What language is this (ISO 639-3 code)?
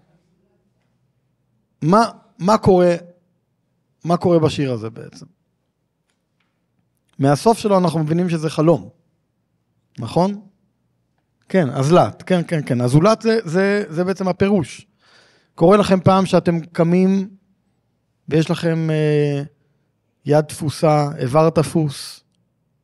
heb